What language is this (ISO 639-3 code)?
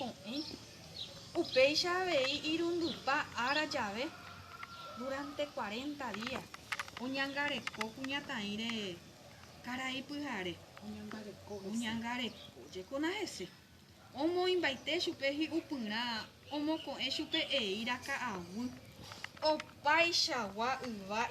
grn